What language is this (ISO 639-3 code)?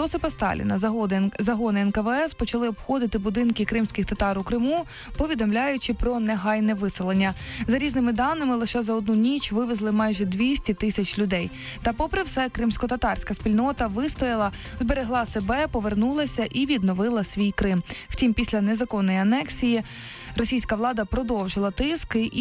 ukr